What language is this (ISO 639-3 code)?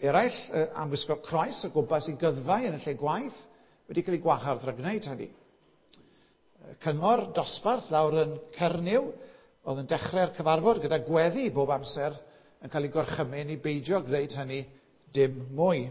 cym